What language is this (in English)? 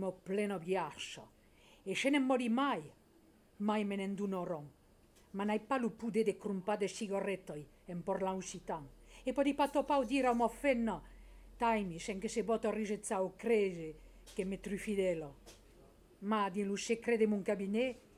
Occitan